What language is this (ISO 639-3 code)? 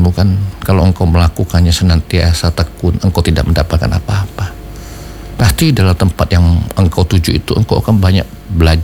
ind